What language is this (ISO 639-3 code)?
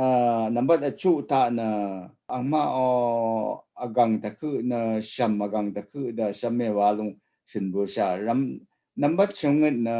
raw